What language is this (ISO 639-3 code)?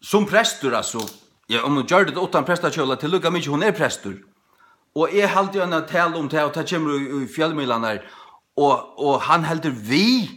fao